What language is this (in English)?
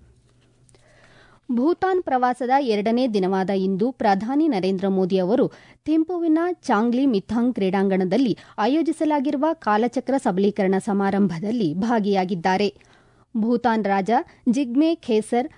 Kannada